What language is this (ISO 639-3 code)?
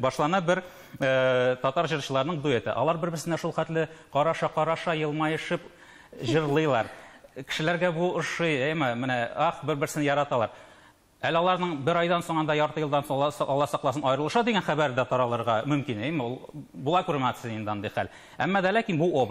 tat